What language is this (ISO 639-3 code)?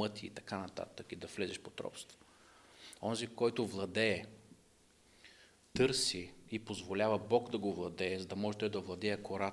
bul